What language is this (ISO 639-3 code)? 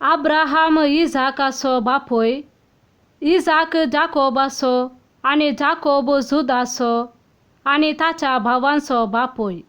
kok